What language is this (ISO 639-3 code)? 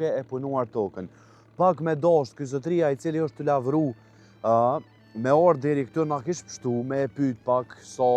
sqi